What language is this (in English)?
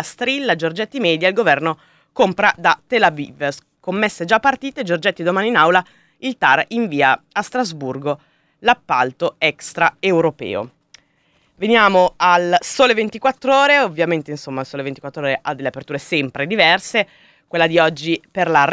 Italian